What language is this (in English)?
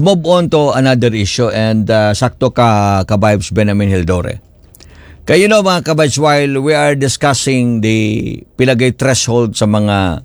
Cebuano